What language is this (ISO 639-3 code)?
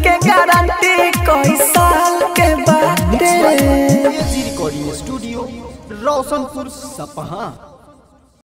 bho